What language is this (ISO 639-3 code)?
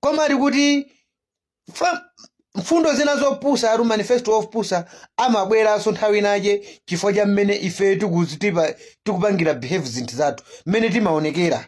nya